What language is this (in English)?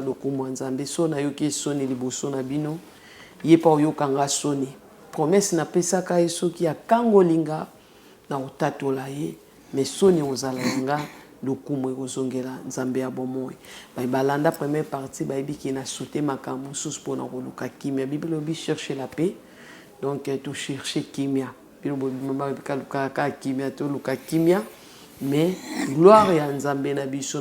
Lingala